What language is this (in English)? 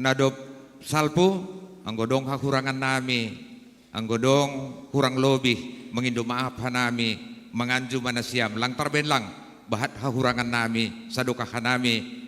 Batak Simalungun